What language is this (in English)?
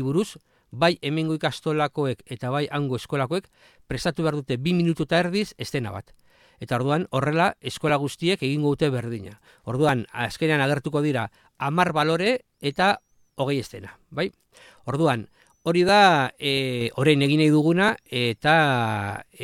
Basque